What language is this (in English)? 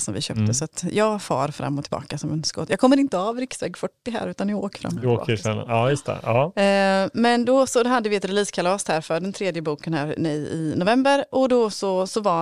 Swedish